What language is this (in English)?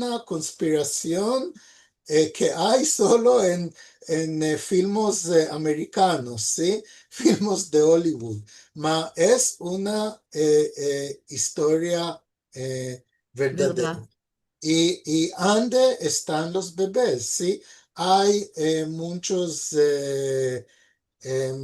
Ladino